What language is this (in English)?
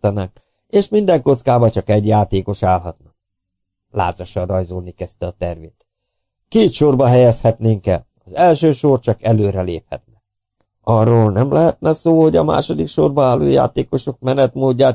Hungarian